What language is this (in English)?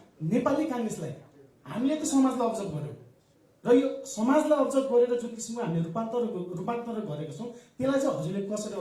Nepali